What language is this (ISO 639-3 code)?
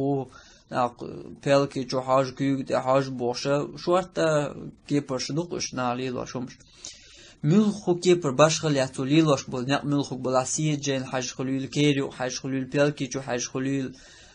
che